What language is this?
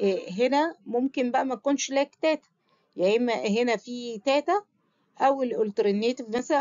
Egyptian Arabic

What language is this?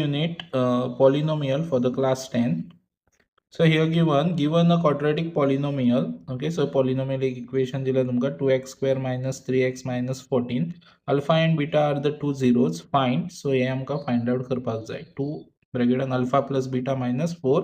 Konkani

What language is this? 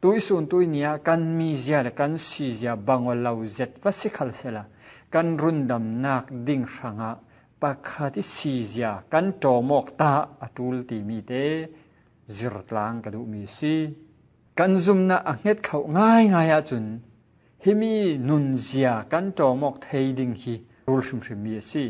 Falam Chin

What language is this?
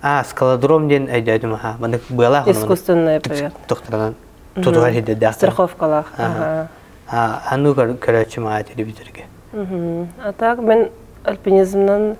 Yakut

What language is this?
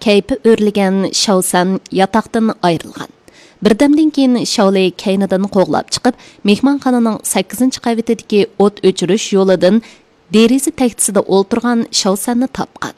Uyghur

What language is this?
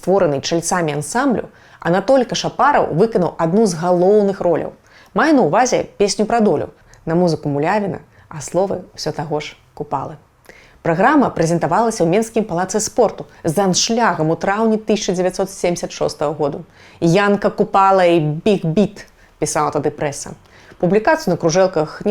Belarusian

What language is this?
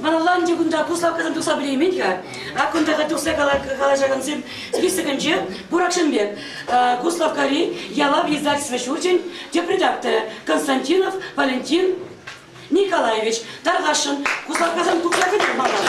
Chuvash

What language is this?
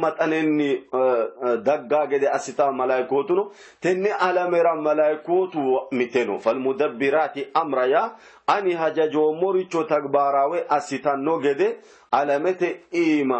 Sidamo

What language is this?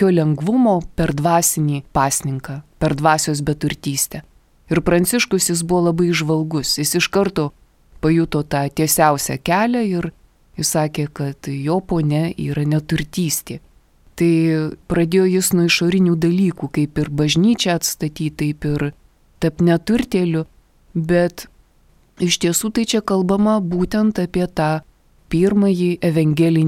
Lithuanian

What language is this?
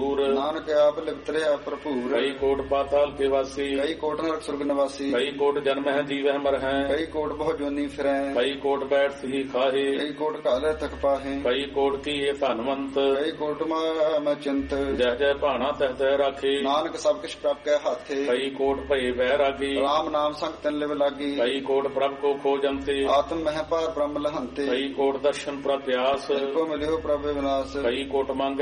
Punjabi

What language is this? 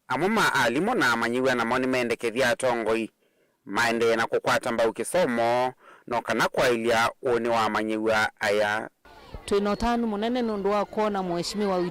Kamba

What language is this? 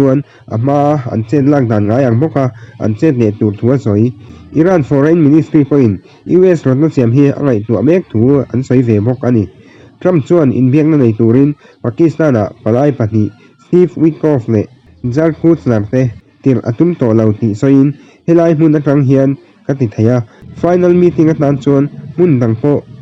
Mizo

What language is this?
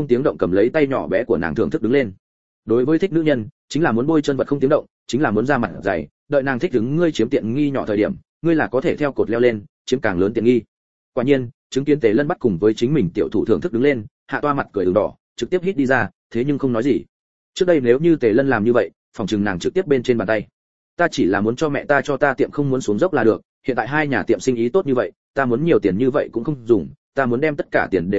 Vietnamese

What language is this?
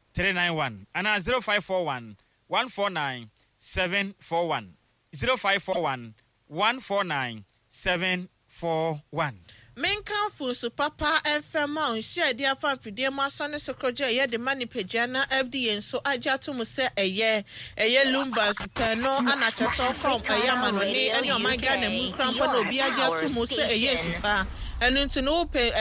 Akan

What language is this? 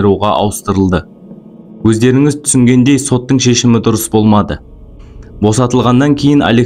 Kazakh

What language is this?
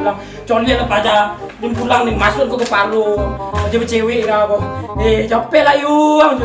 Minangkabau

